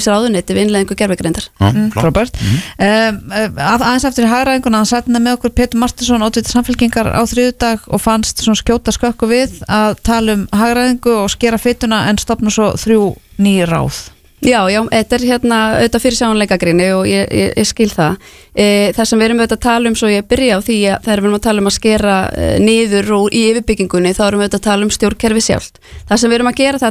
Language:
Icelandic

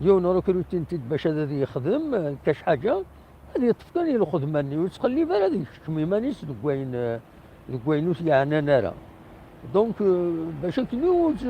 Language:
Kabyle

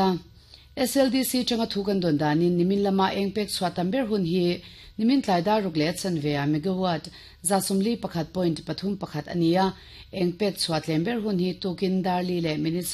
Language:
Mizo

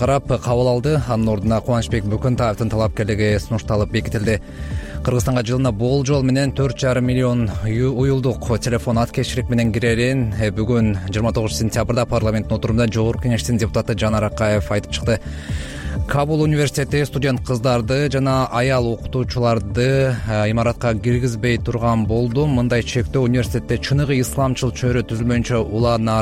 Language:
Kyrgyz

